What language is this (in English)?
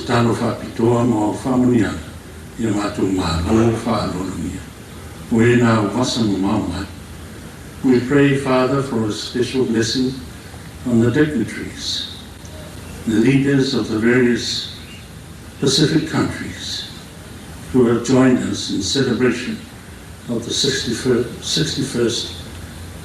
Samoan